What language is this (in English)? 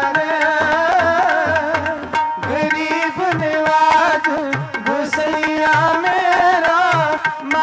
Punjabi